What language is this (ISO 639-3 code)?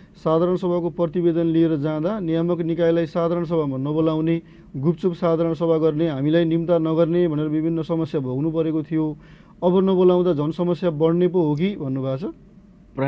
nep